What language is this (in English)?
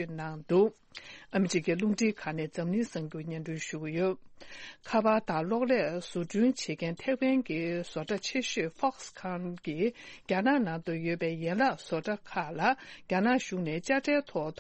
Tibetan